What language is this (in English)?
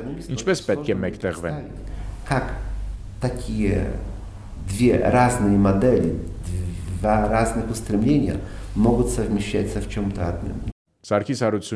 Armenian